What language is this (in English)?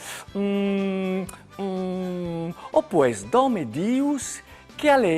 Friulian